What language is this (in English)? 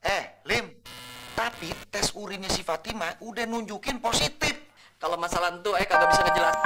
Betawi